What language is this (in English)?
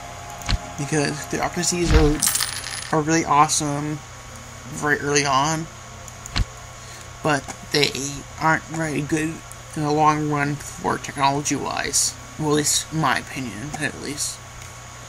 English